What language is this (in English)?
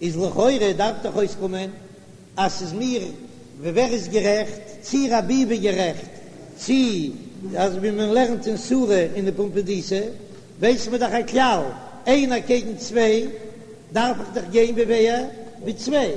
Yiddish